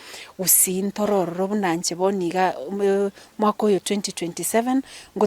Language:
Gusii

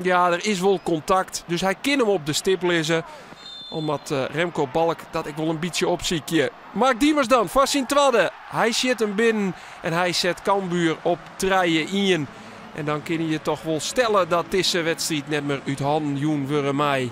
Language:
Western Frisian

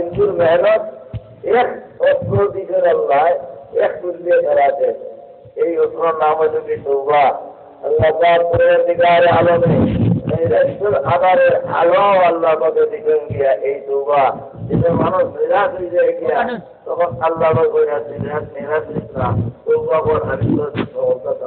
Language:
Sylheti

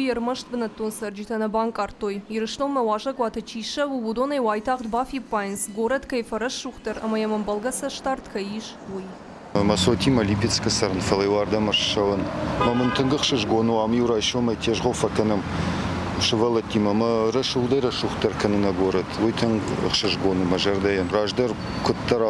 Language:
Ossetic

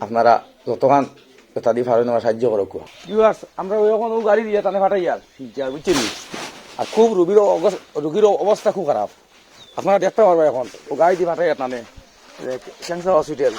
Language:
Sylheti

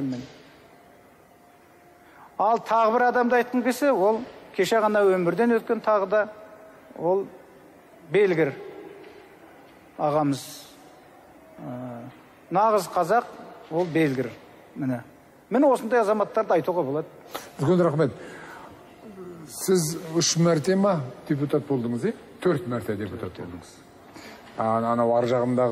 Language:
Kazakh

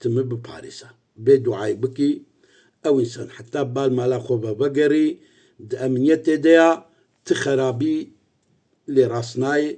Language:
Kurdish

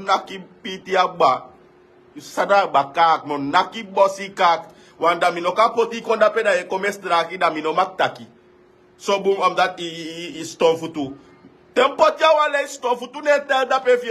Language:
Sranan Tongo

